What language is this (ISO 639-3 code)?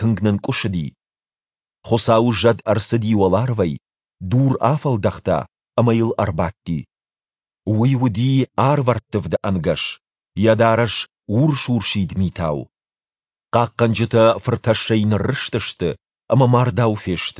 oss